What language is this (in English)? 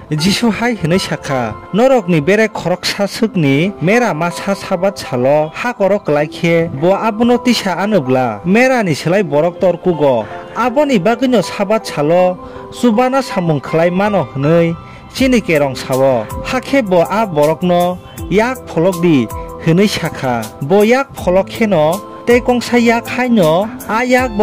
Kok Borok